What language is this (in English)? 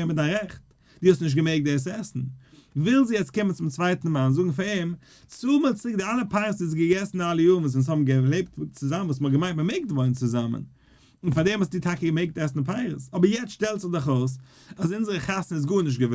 Yiddish